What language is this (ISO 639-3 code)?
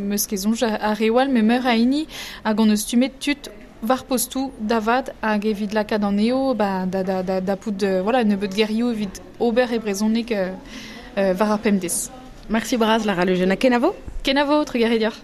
bre